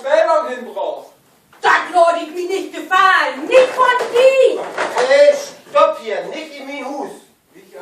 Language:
Low German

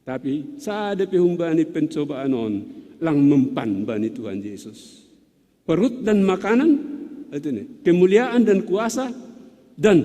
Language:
Batak Simalungun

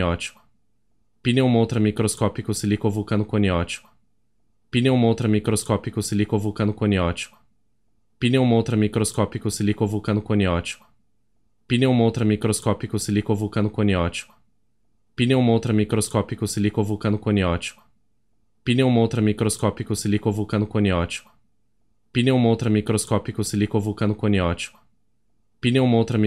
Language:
Portuguese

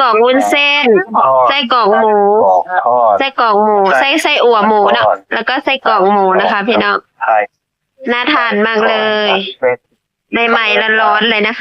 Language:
Northeastern Thai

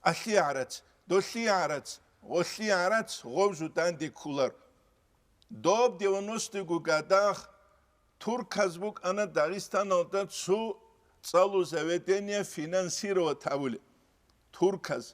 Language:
Avaric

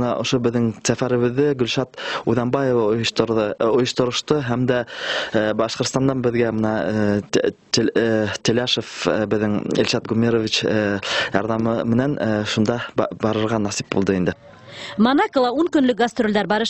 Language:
Bashkir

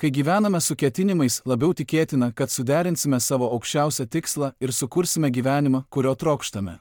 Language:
Lithuanian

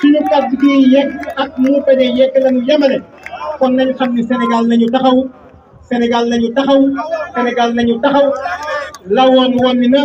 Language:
Wolof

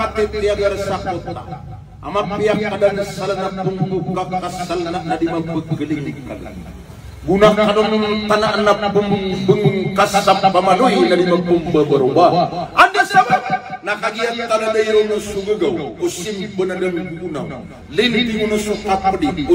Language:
Maranao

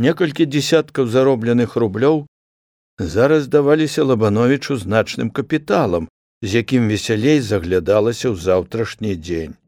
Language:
Belarusian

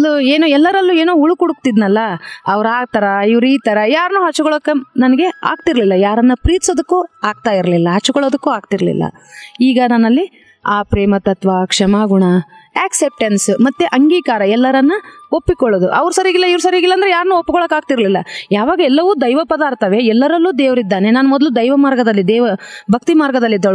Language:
Kannada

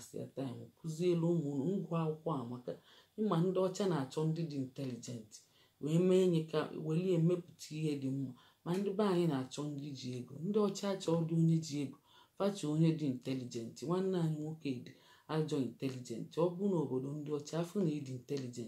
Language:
Igbo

